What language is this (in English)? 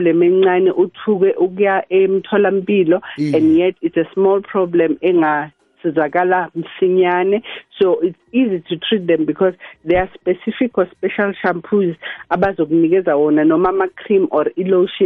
South Ndebele